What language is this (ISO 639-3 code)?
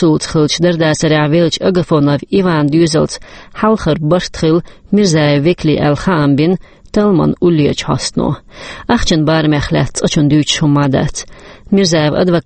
che